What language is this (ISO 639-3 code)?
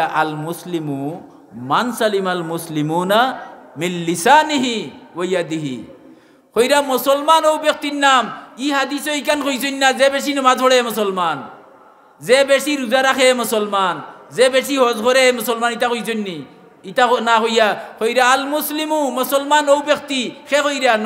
syl